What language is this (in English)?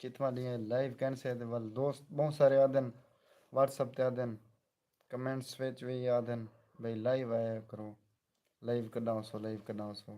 Saraiki